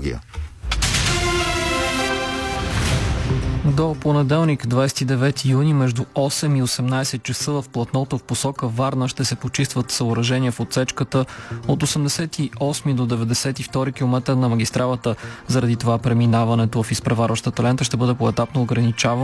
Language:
Bulgarian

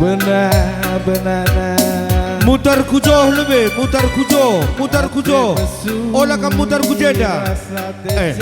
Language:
Batak Karo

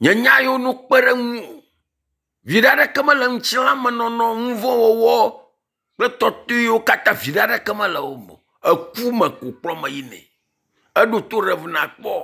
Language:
Ewe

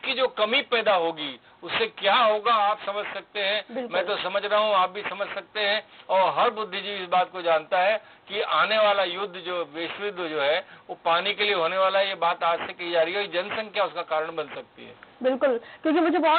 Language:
Hindi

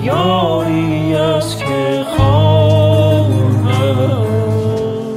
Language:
Persian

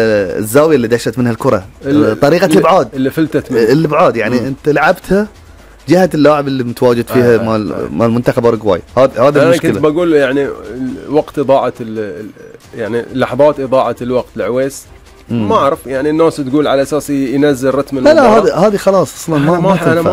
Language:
Gulf Arabic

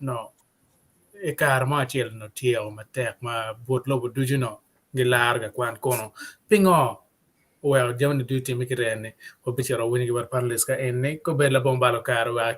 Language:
Acoli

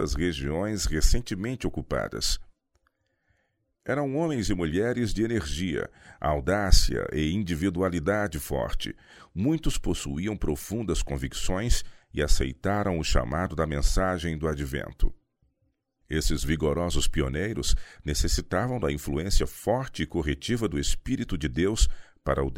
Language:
Portuguese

